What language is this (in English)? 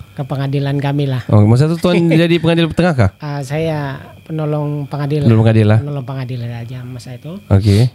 Malay